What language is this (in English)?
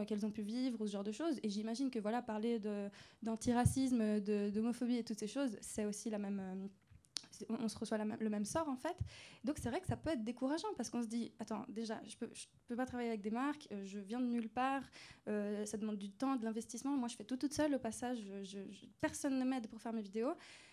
French